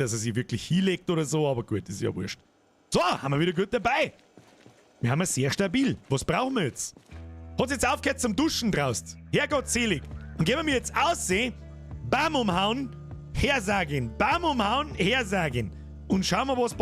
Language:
Bavarian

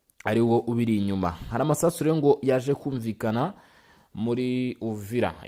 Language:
Kinyarwanda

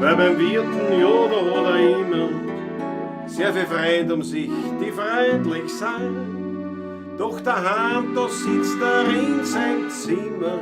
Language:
Bavarian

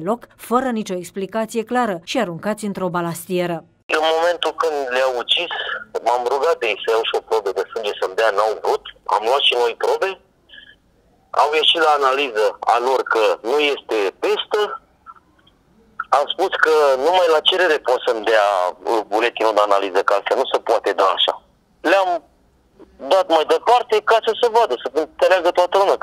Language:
Romanian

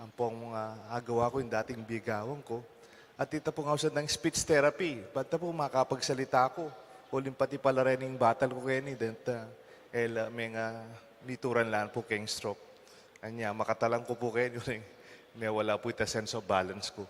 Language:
Pampanga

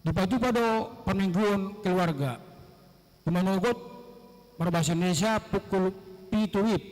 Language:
Batak Toba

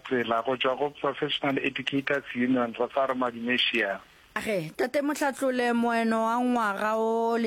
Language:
Northern Sotho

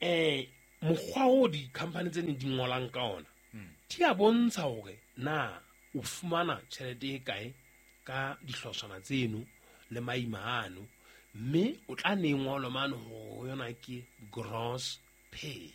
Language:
Southern Sotho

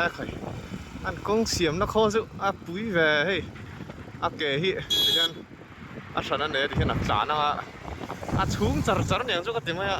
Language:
Mizo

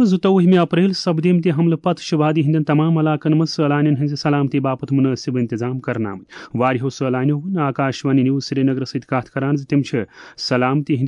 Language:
Kashmiri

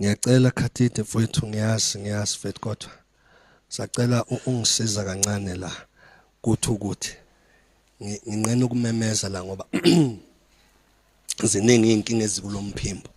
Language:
Zulu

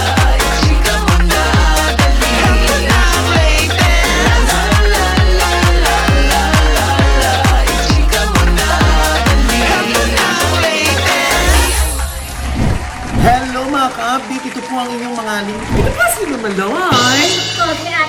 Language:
Filipino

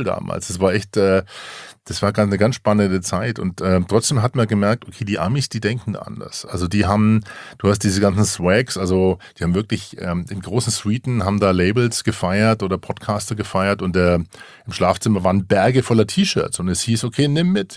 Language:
German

